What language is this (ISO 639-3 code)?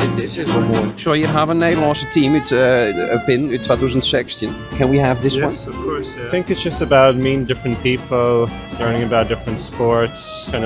fry